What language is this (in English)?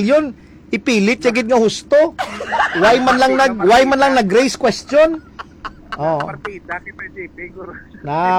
Hiligaynon